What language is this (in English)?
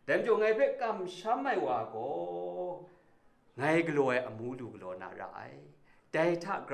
Kachin